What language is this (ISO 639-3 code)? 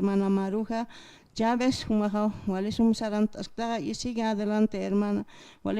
aym